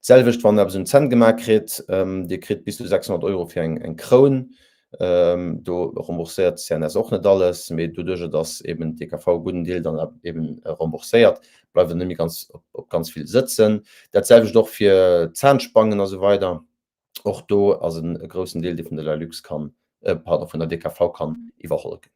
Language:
Luxembourgish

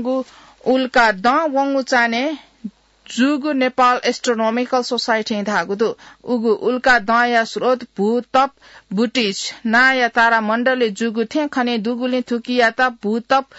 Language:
Newari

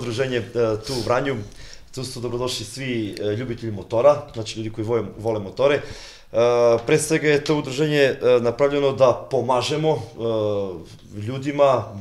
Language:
Serbian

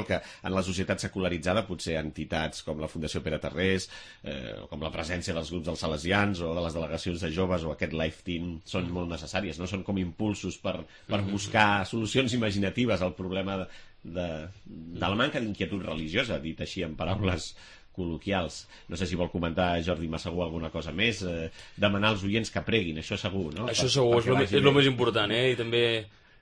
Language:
Catalan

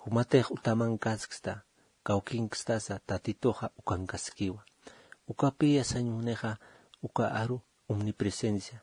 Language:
Aymara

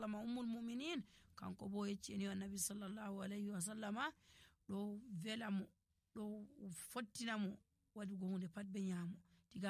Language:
Nigerian Fulfulde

